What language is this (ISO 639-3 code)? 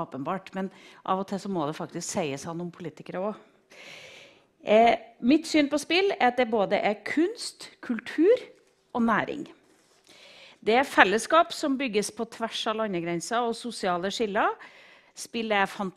nor